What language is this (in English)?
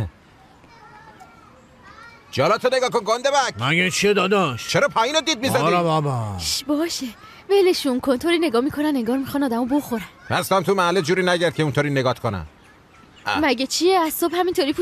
Persian